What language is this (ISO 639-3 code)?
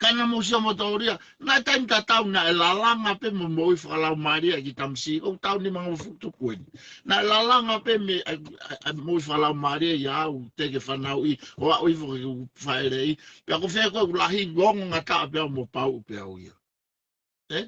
ton